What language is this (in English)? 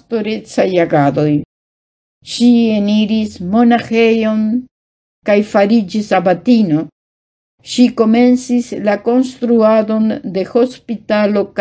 Esperanto